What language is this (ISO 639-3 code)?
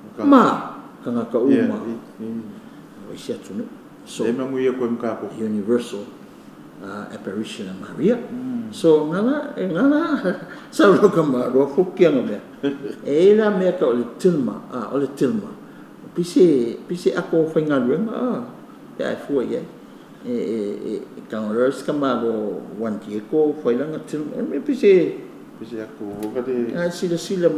smo